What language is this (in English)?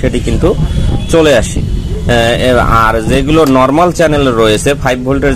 Bangla